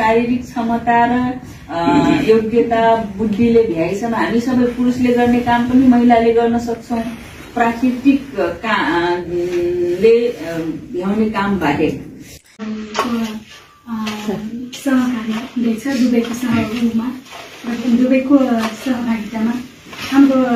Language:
Nepali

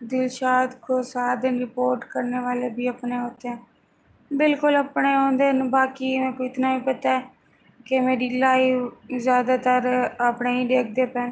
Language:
Saraiki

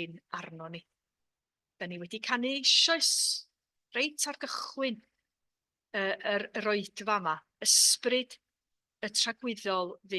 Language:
Welsh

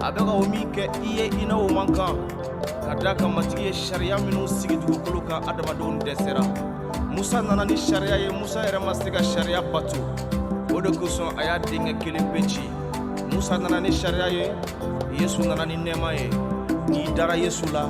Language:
Bambara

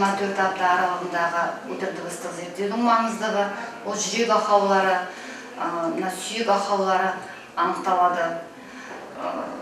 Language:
Kazakh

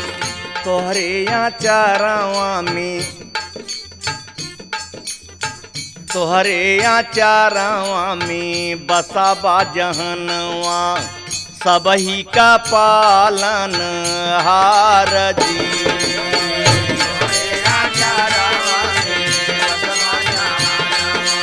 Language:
Bhojpuri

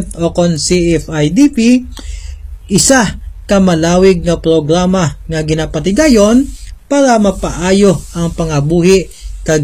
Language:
Hiligaynon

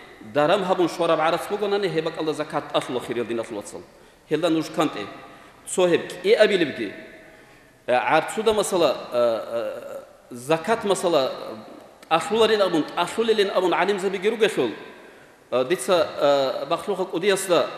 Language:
Avaric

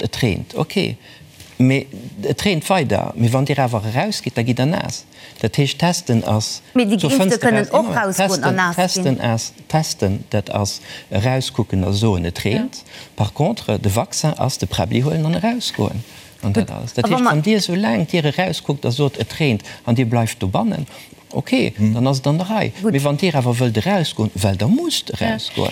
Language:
Luxembourgish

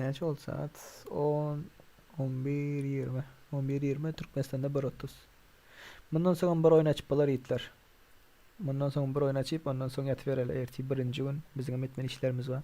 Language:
Turkmen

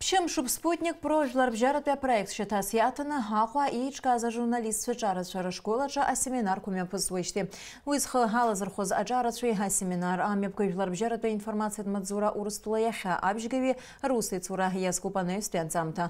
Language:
Abkhazian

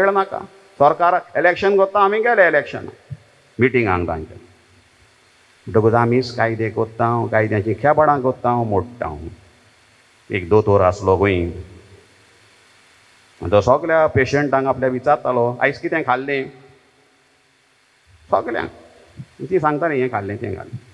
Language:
Konkani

